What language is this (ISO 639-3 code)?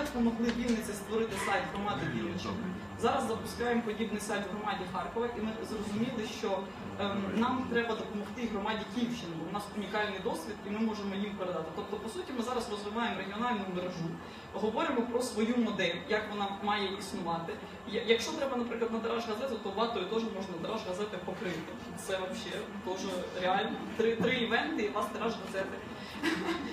ukr